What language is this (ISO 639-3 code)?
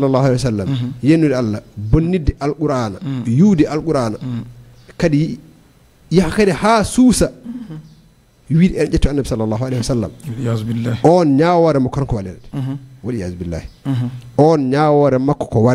ful